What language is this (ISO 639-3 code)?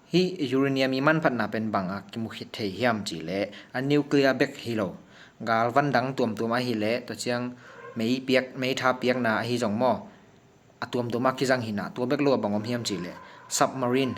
ctd